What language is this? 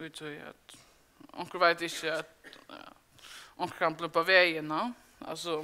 Faroese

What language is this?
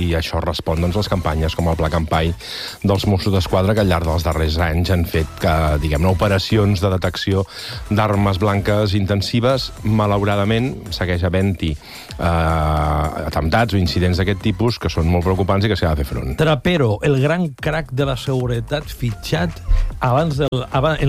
Catalan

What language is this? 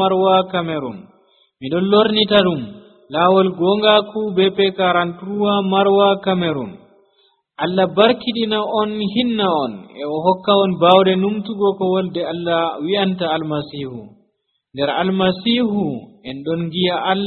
Nigerian Fulfulde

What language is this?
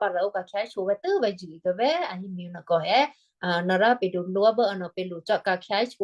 Western Kayah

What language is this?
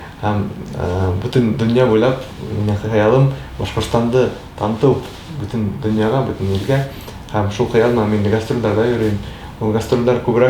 Bashkir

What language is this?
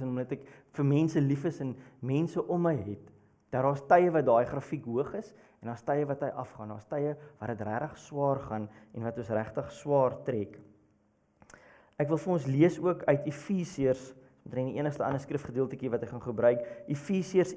Afrikaans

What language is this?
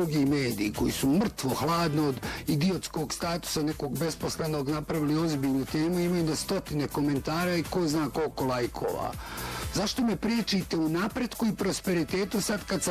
Bosnian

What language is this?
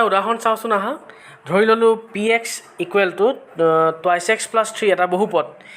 Assamese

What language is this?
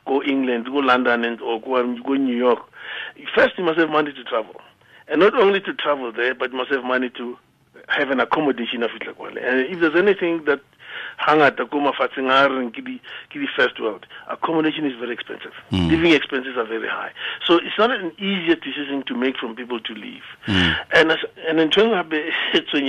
Tswana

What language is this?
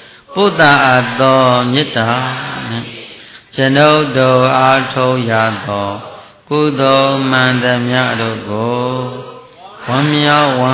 Burmese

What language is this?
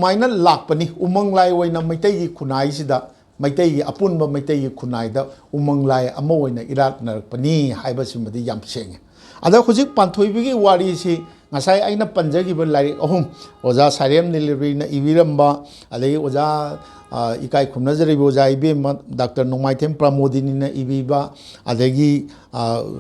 Manipuri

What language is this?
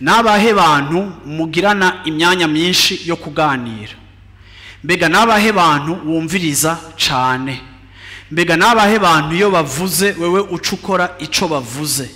Rundi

